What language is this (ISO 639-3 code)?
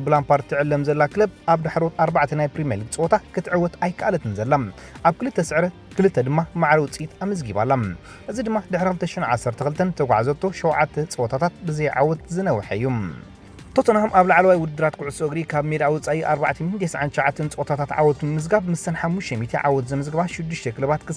tir